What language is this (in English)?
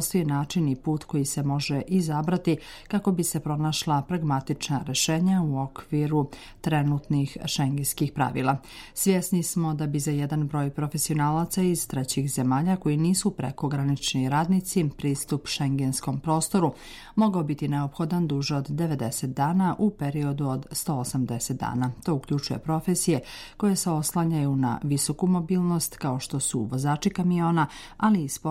Bosnian